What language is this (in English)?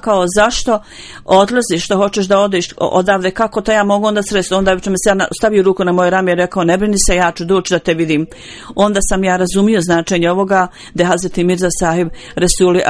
Bosnian